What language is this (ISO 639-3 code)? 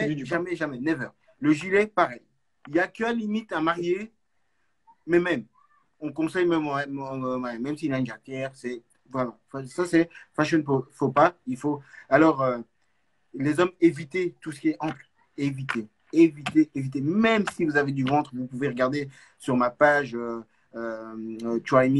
fra